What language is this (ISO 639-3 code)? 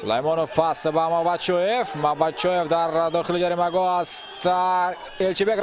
tgk